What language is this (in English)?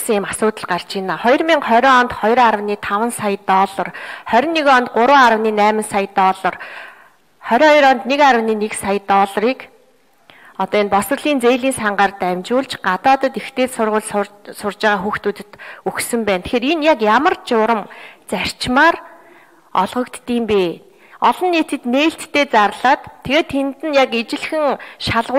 Mongolian